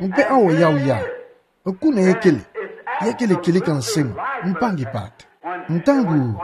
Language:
Kituba (Democratic Republic of Congo)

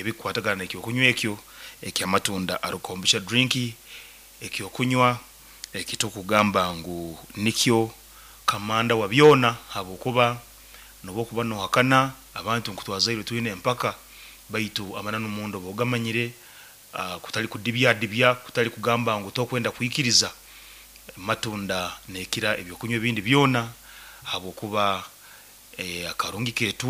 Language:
Nyoro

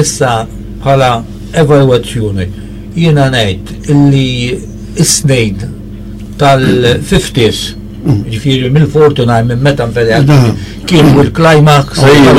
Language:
Maltese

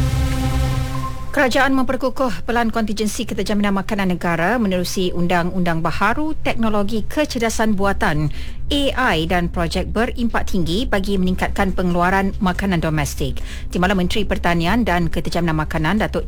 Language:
Malay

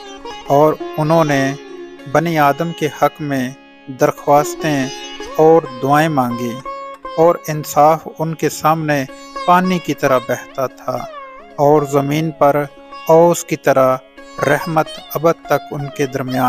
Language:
Urdu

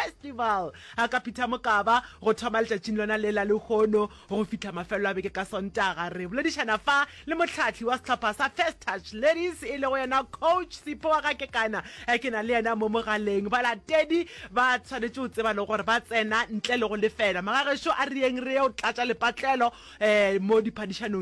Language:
Northern Sotho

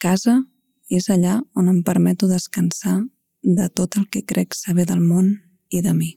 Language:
Catalan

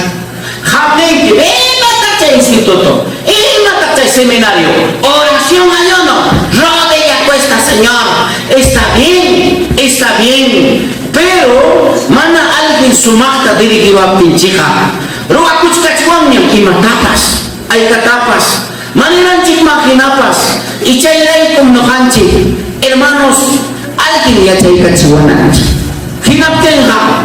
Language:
Ayacucho Quechua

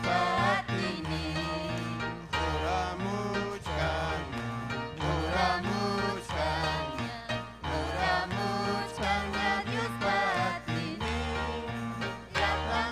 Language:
Ayacucho Quechua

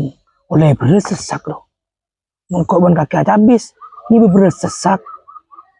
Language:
Madurese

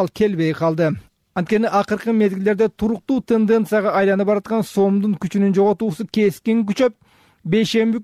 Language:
Kyrgyz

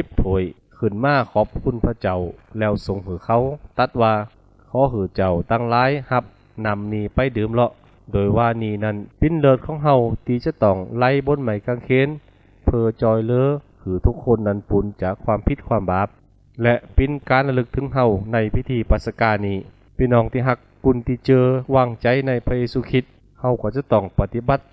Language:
Lü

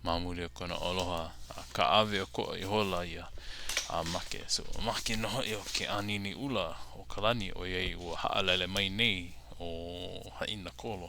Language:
Hawaiian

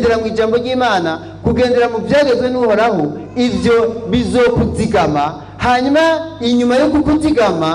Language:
Rundi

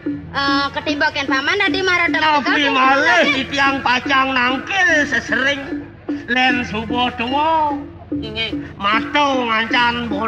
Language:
Balinese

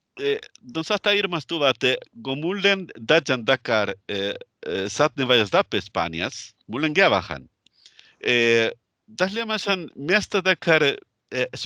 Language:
Northern Sami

